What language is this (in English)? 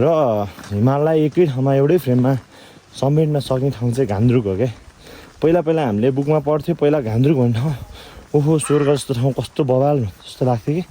Nepali